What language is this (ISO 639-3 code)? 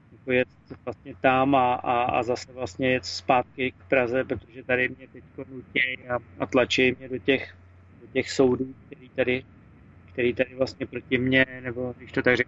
ces